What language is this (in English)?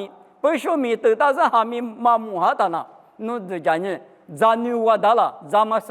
Lisu